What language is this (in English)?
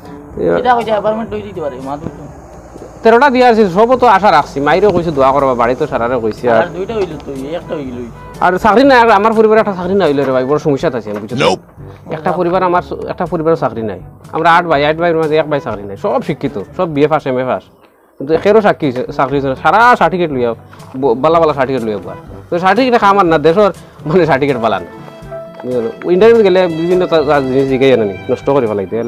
Sylheti